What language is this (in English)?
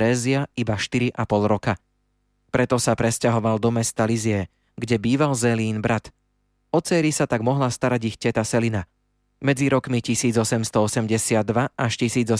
Slovak